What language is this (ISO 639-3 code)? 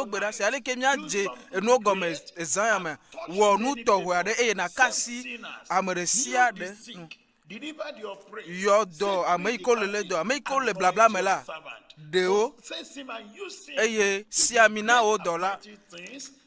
ewe